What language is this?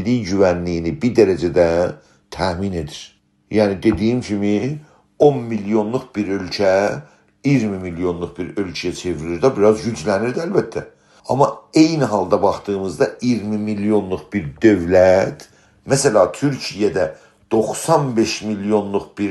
South Azerbaijani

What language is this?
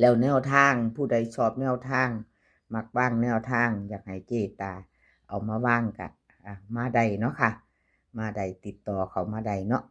Northeastern Thai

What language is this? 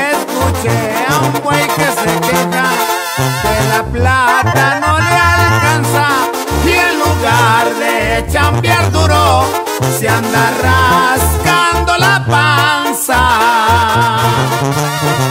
Spanish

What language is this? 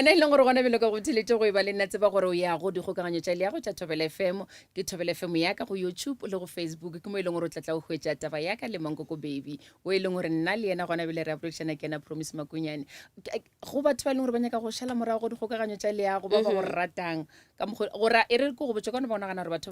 Northern Sotho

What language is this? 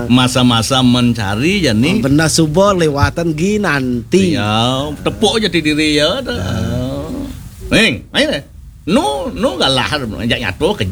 Balinese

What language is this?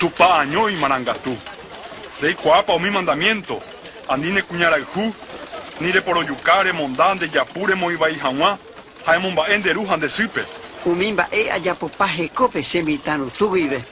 Guarani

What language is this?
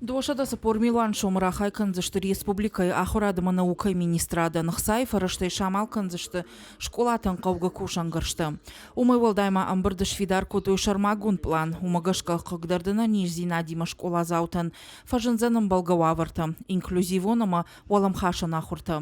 Ossetic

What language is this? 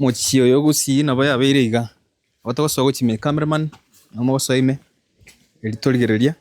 Gusii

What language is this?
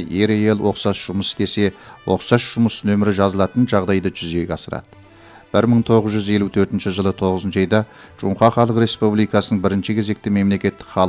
Kazakh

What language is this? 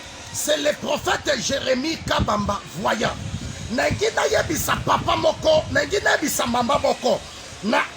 Lingala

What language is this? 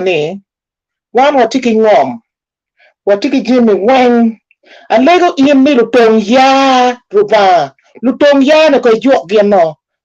Acoli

